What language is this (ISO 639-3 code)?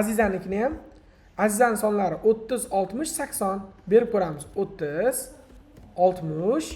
uzb